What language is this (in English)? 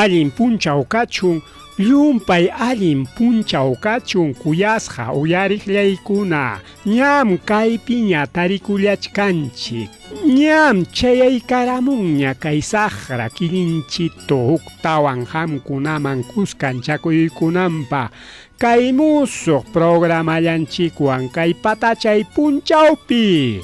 Ayacucho Quechua